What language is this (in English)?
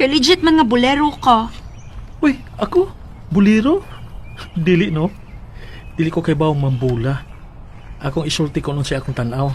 Cebuano